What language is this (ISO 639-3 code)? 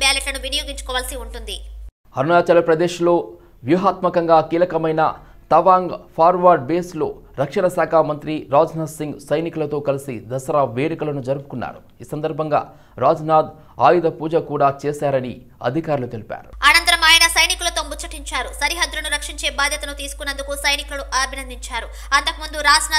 tel